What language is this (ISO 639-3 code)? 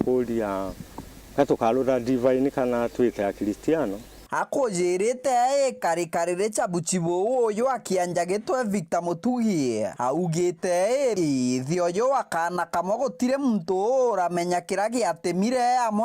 mer